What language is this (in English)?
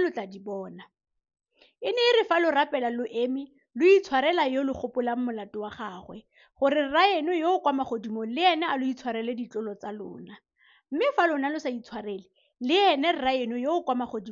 Tswana